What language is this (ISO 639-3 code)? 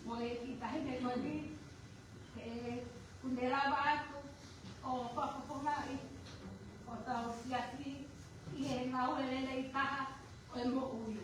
ton